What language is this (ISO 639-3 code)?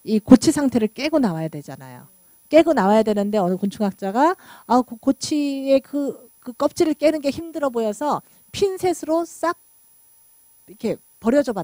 kor